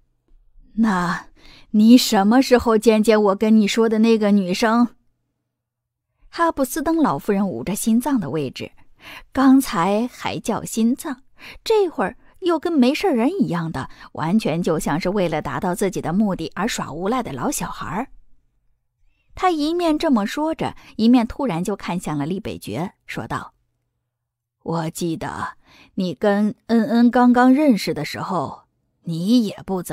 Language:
Chinese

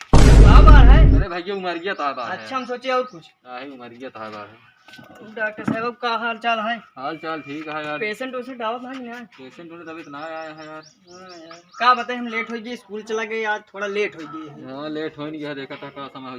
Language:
Awadhi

